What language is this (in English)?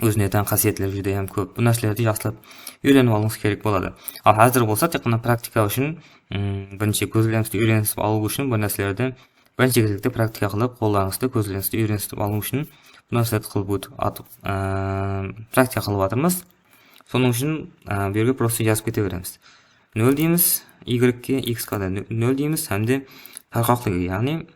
Kara-Kalpak